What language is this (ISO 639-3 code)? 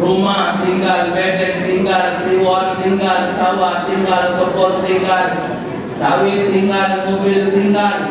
mui